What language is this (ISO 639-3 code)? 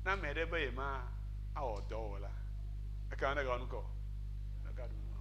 ewe